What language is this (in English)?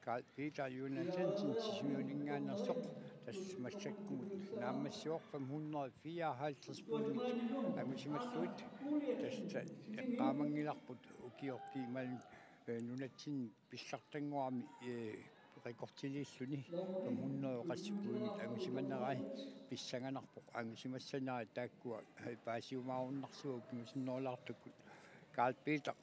Kalaallisut